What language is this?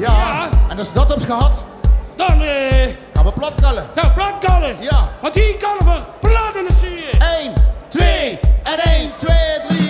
Limburgish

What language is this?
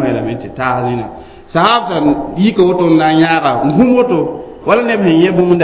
Mossi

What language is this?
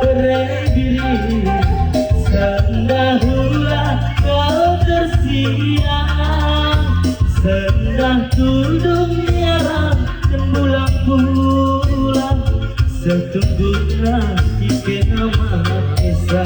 Batak Karo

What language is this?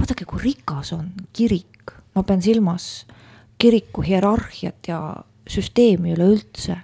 Estonian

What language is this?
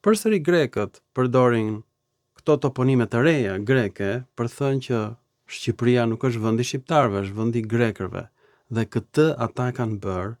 Albanian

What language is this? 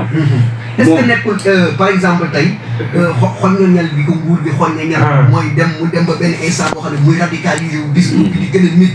Wolof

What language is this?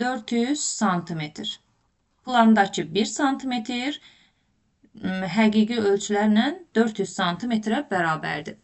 Azerbaijani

